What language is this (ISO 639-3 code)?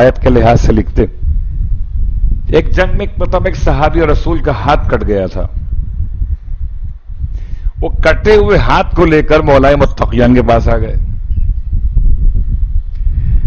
urd